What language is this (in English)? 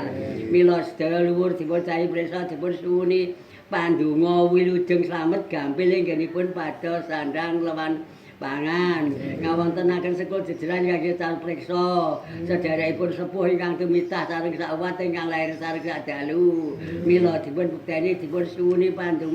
Javanese